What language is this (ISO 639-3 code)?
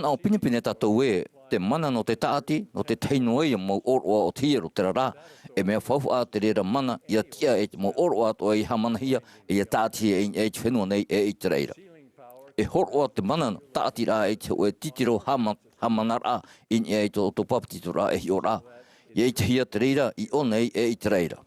tah